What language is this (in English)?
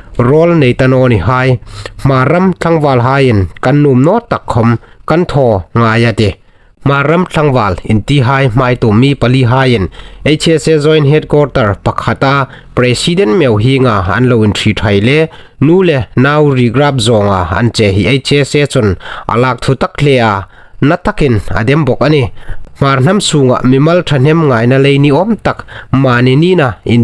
Hmar